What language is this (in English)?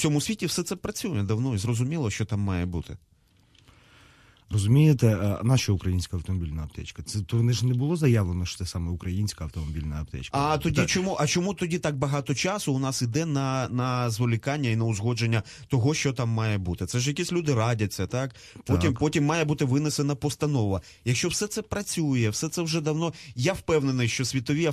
Ukrainian